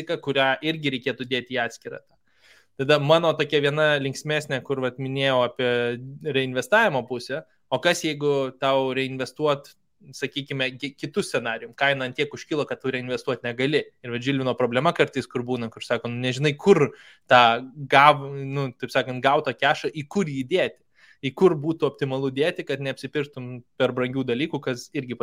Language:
Lithuanian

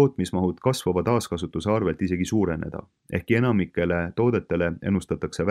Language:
Estonian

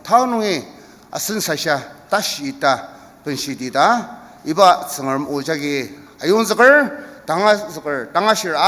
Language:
Ao Naga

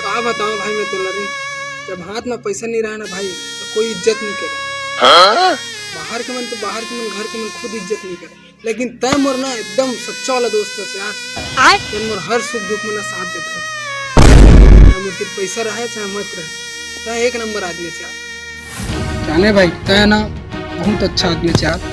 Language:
Chhattisgarhi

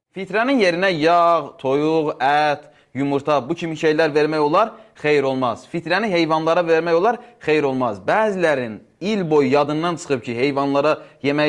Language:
Azerbaijani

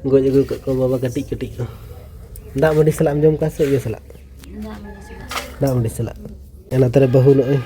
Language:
Santali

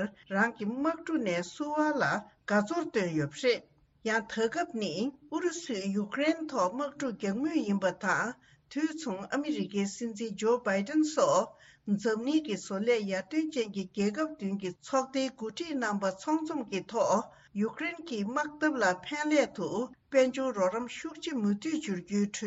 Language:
Tibetan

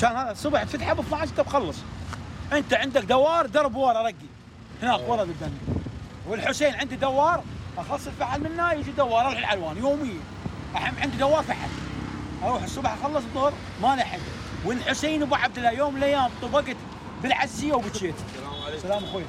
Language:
Mesopotamian Arabic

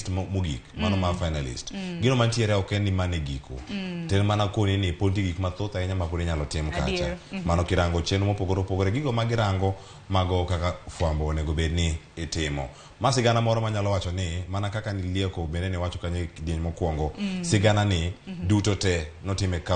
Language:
Luo (Kenya and Tanzania)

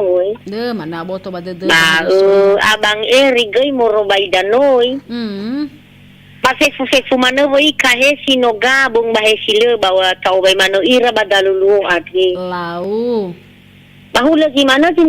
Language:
Nias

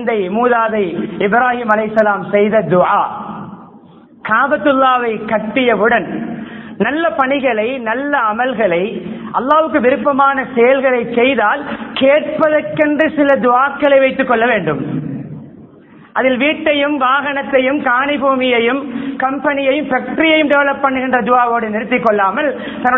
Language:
Tamil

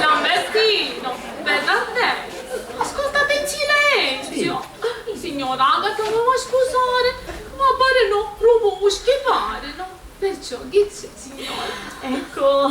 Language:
Sicilian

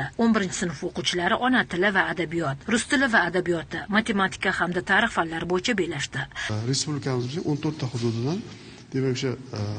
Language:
Uzbek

